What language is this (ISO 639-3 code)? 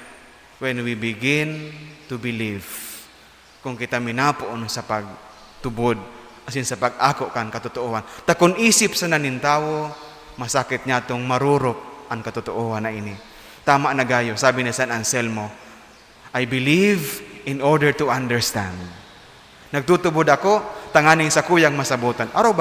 bik